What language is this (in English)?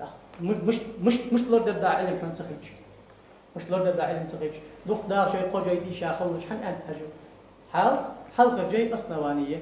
Ingush